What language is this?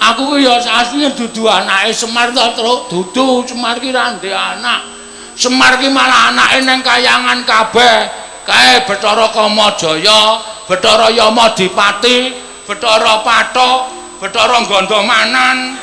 Javanese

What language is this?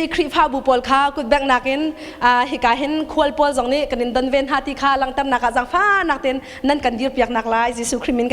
Hakha Chin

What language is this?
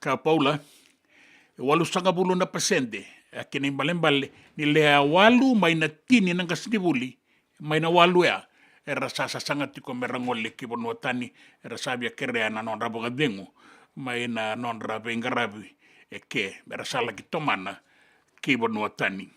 Fijian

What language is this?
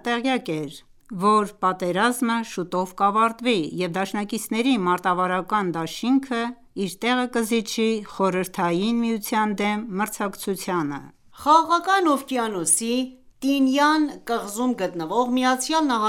Armenian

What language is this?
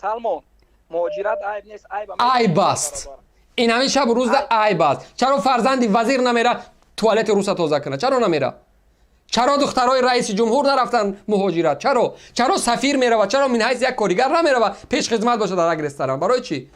Tajik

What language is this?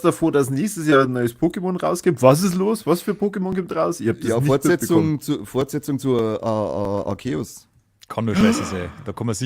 Bavarian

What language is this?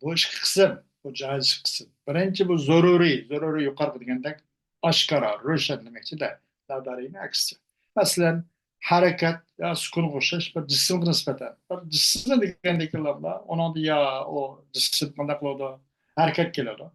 Uyghur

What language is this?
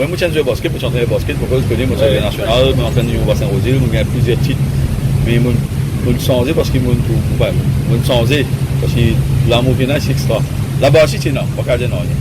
Morisyen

